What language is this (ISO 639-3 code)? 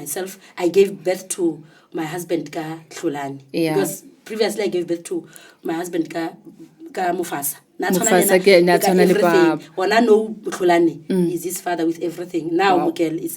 nso